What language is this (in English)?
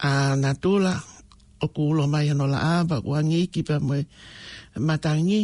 Tongan